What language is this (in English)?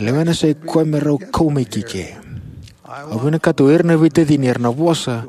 Fijian